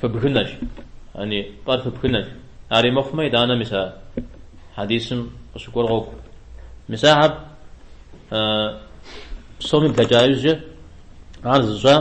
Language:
Kabardian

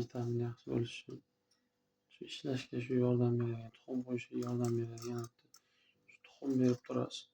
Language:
Uzbek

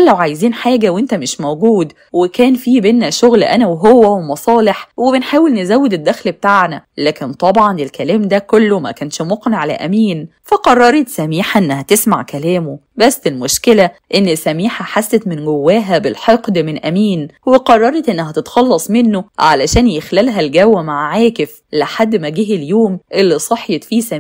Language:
Egyptian Arabic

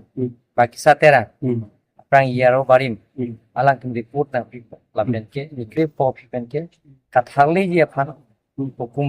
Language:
Karbi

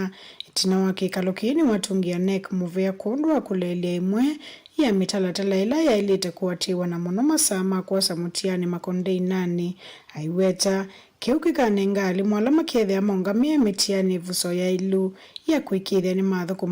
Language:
Kamba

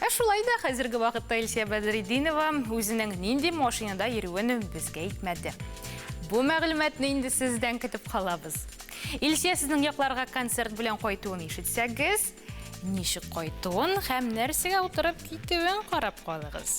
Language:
Tatar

